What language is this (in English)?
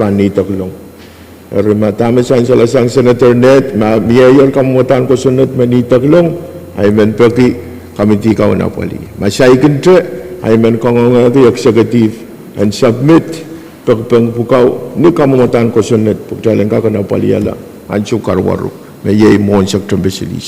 Pohnpeian